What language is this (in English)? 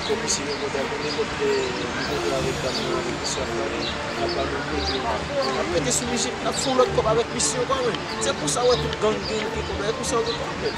Haitian Creole